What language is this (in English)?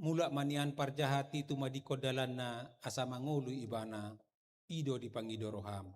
Batak Toba